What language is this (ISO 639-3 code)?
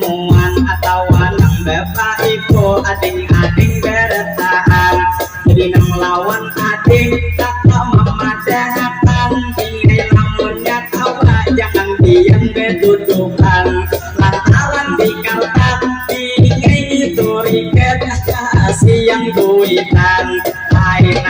bjn